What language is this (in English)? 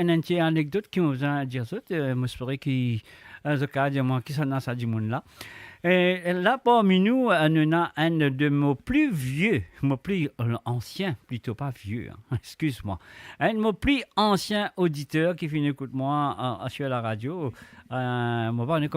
Morisyen